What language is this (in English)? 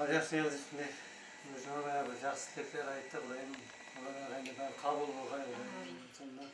Kara-Kalpak